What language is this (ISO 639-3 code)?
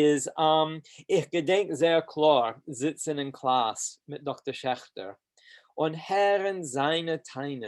yid